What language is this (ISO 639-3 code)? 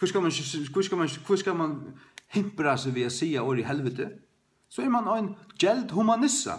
fao